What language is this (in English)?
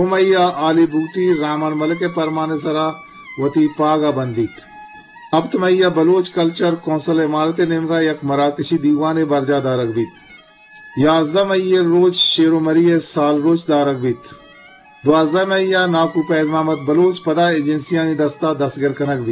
Eastern Balochi